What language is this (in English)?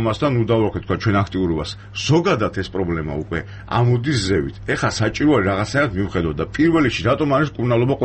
Georgian